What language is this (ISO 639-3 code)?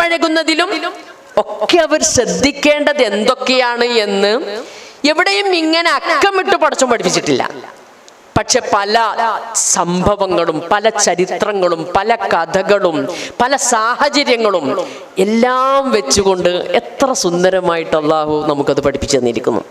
mal